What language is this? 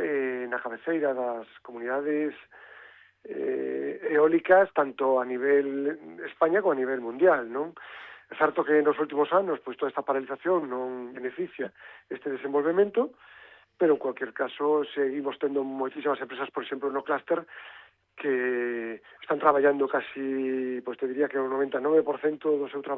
Galician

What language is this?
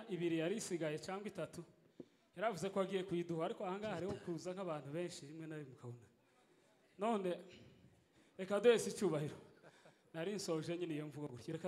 Kinyarwanda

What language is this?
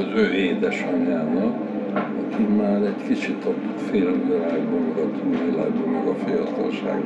Hungarian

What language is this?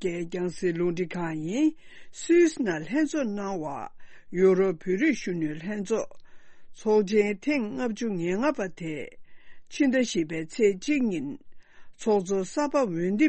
Tibetan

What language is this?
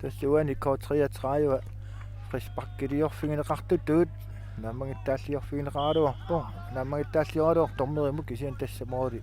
Kalaallisut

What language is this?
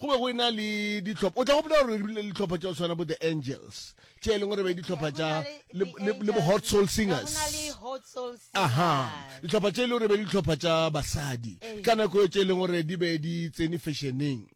Northern Sotho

